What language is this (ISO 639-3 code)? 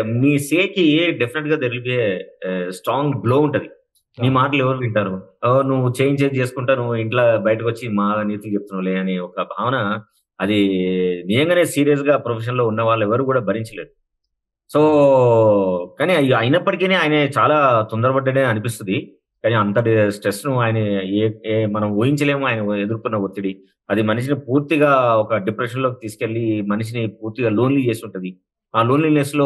tel